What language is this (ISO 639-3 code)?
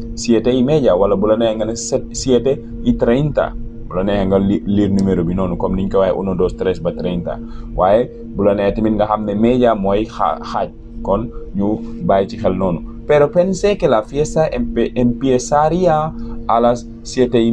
wol